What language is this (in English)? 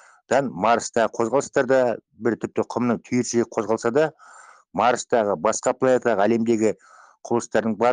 Kazakh